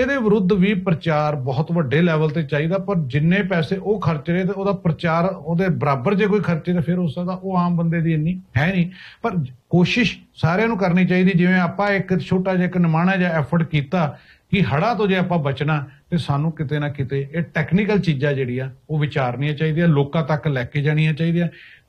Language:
Punjabi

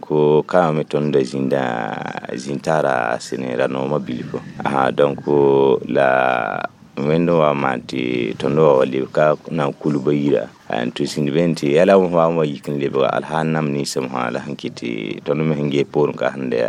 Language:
Mossi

